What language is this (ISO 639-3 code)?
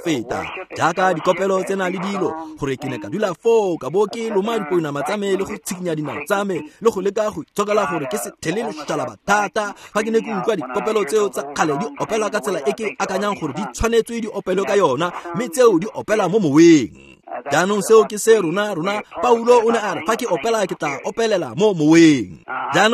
tsn